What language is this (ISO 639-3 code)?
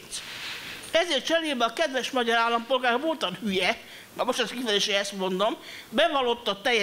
hun